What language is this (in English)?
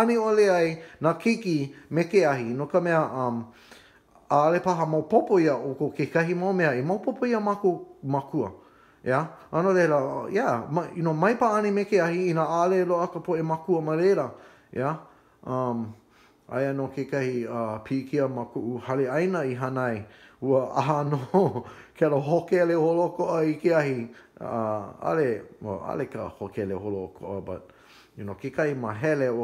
Hawaiian